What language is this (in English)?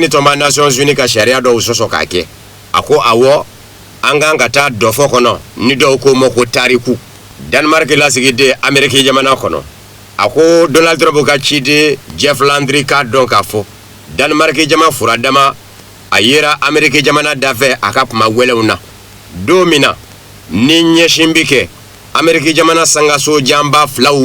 Bambara